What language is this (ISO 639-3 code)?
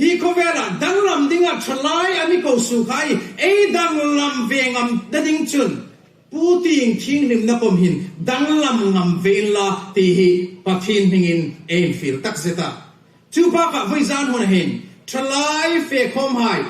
hmr